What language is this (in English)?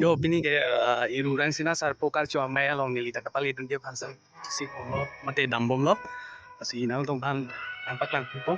Karbi